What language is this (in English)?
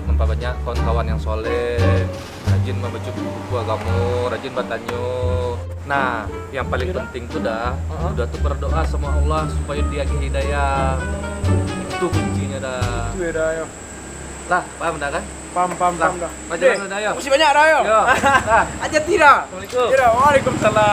Minangkabau